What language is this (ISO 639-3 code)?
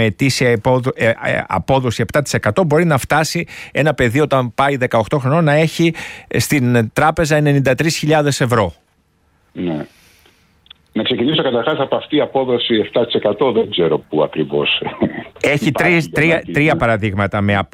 ell